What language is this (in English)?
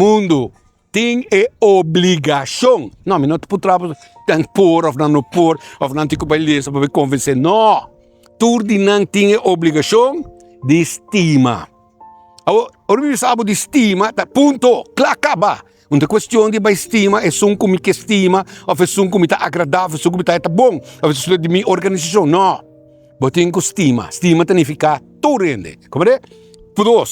Papiamento